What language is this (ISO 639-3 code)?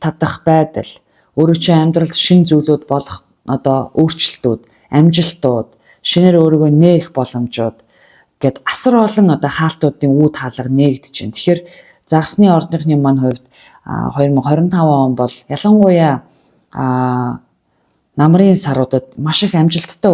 mon